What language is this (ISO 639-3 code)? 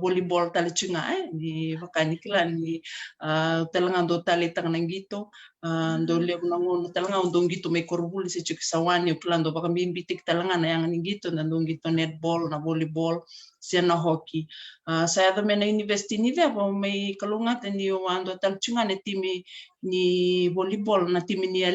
fij